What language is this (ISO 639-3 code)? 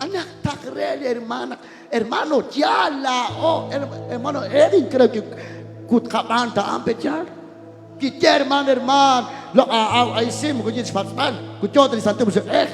kek